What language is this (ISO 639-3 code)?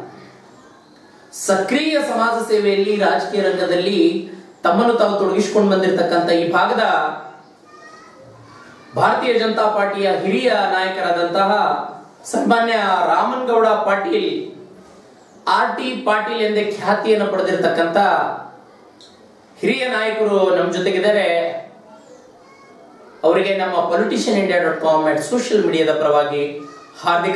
kan